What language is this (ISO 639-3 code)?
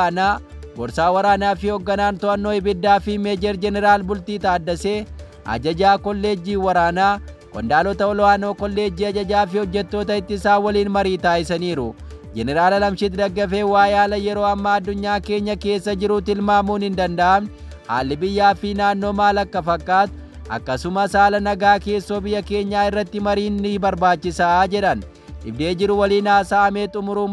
orm